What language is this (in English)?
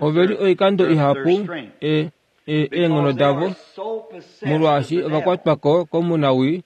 Kuanyama